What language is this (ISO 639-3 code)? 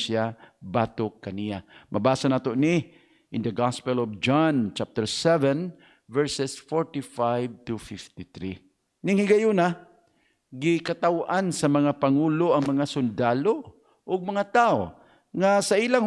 ceb